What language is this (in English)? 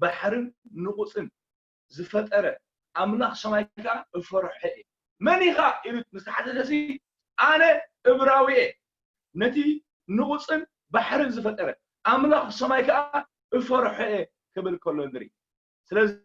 Tigrinya